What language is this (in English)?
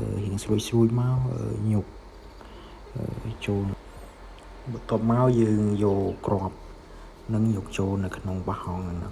Khmer